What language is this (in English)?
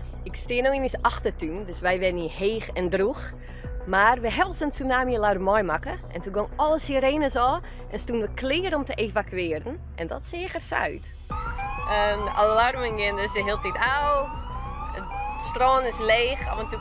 Western Frisian